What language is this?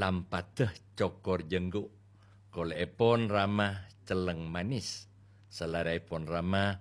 Madurese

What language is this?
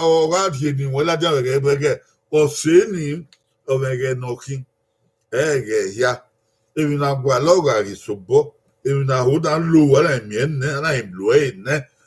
Bini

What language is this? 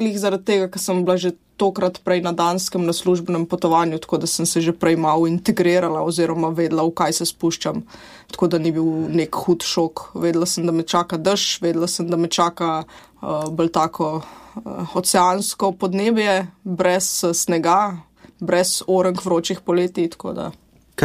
Slovenian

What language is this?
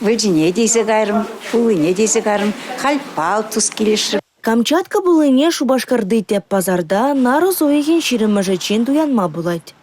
Chuvash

